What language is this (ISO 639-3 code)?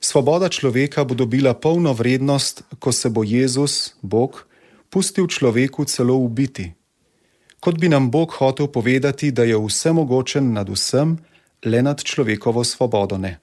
slv